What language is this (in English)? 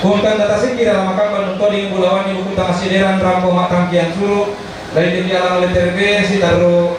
Toraja-Sa'dan